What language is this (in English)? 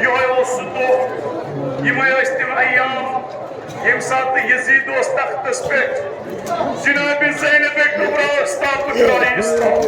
Kashmiri